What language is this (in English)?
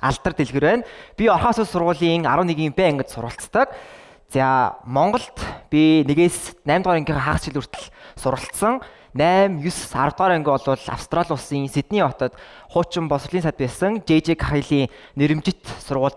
Mongolian